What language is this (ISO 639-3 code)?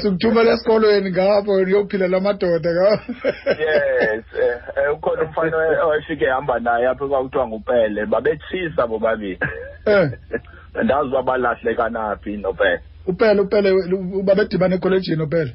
xho